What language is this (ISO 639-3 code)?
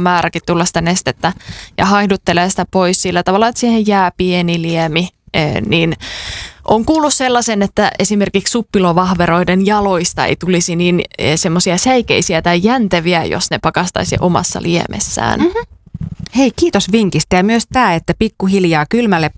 fin